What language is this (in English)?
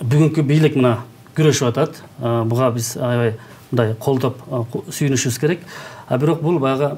Kyrgyz